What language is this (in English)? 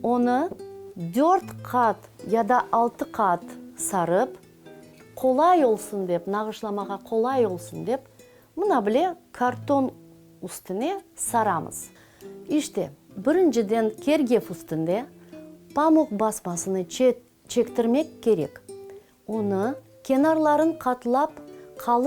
Crimean Tatar